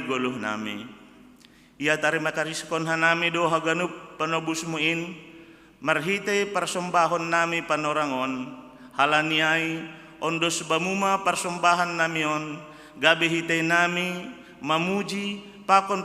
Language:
Batak Simalungun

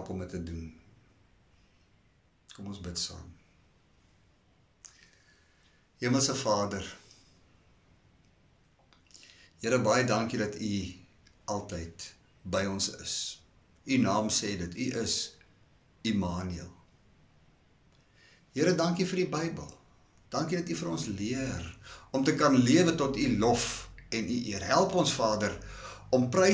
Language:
Afrikaans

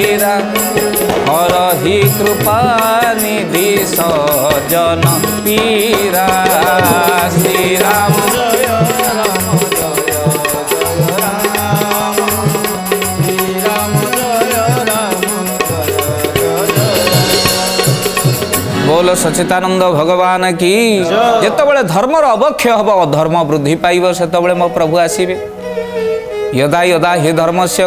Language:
Odia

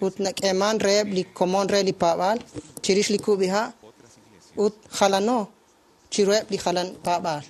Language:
Kekchí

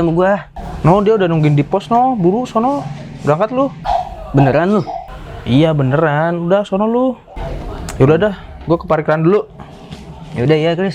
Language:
Betawi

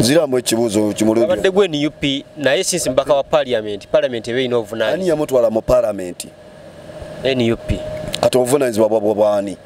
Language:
Ganda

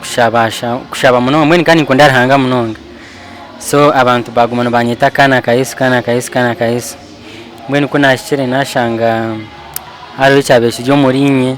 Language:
Nyankole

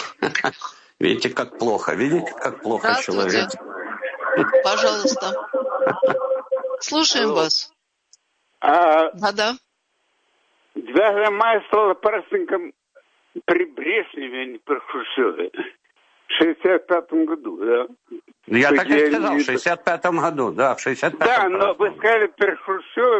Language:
Russian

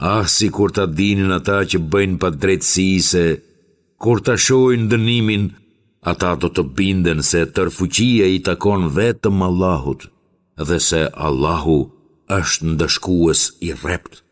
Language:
Albanian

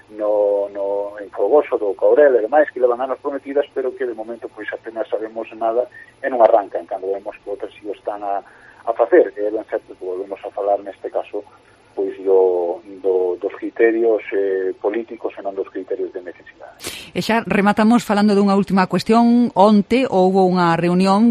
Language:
Galician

